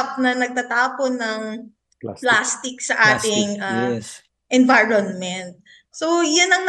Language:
Filipino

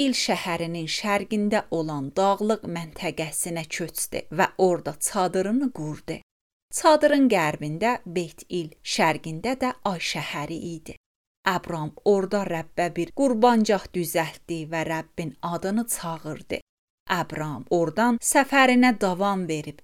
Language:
Azerbaijani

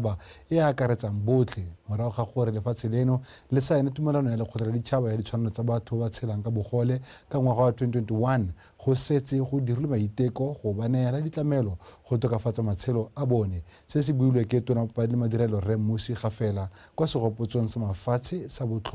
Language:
Tswana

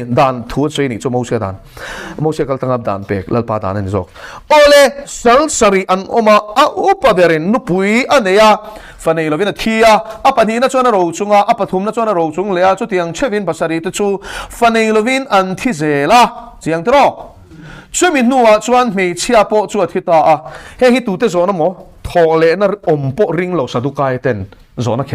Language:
Mizo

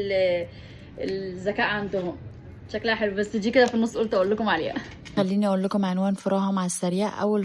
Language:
Egyptian Arabic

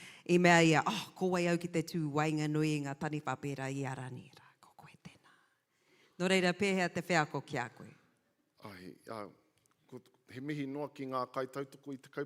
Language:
Māori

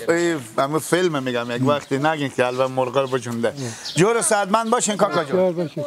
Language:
Persian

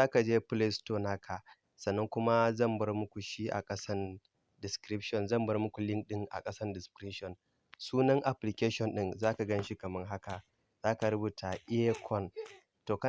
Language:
Hausa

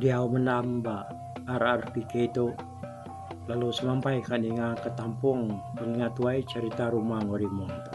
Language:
Iban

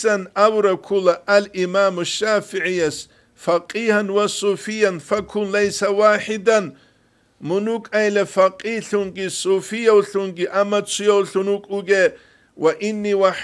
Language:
Avaric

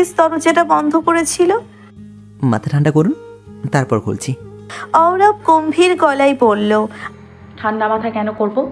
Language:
Bangla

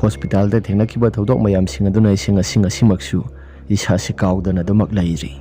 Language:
Manipuri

